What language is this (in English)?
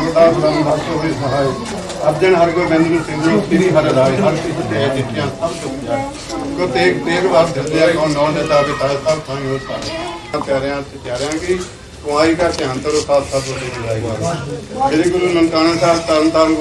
Punjabi